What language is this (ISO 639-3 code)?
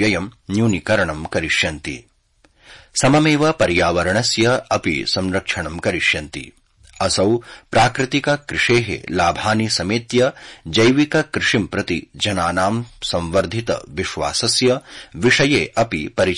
san